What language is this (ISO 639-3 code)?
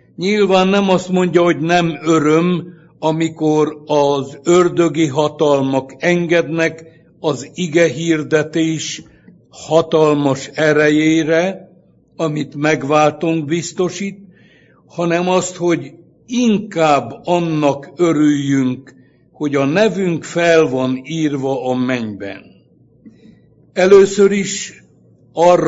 hun